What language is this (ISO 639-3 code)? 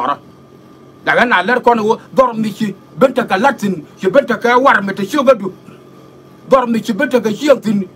nus